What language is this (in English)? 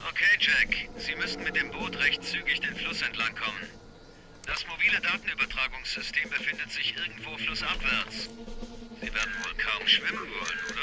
Bavarian